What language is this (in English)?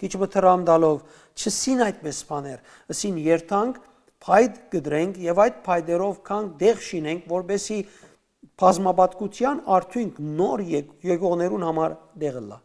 Western Armenian